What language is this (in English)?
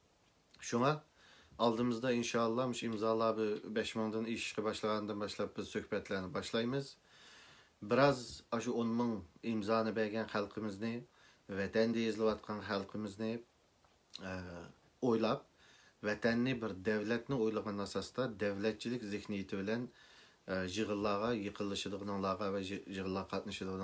Uyghur